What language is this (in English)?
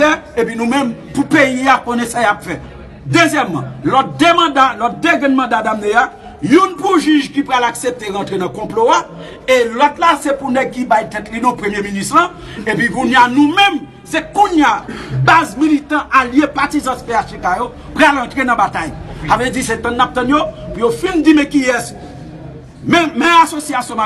Haitian Creole